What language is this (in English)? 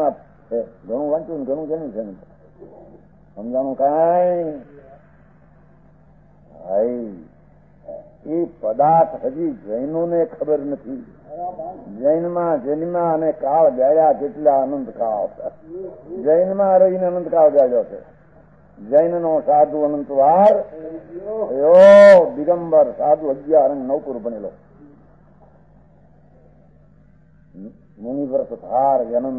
Gujarati